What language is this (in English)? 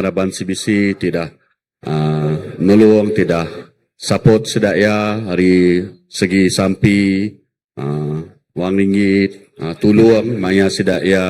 Iban